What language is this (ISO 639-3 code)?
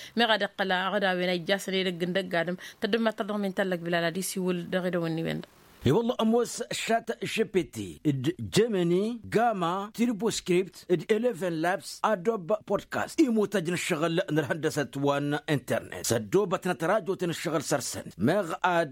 taq